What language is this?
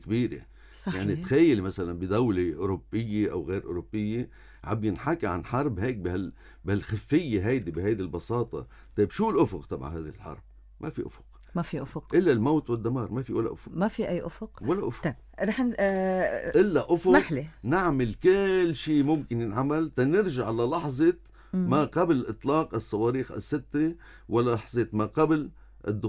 North Levantine Arabic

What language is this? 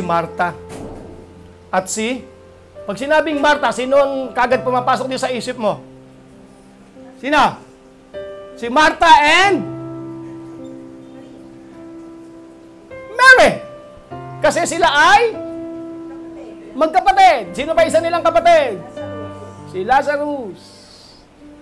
Filipino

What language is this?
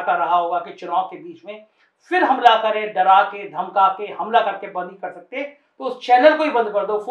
Hindi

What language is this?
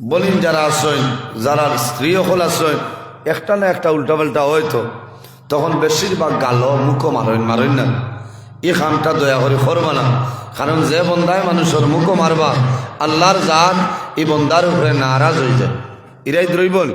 Sylheti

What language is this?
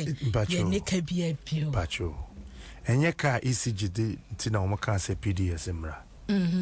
Akan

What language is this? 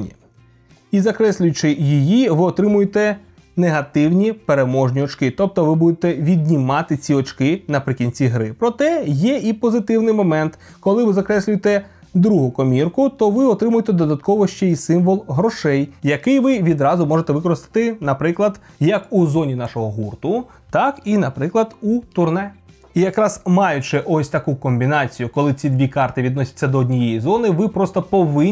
Ukrainian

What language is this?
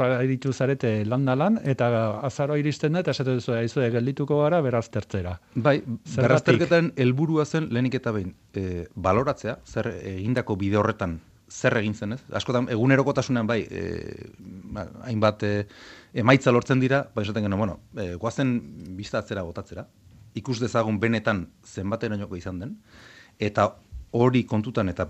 Basque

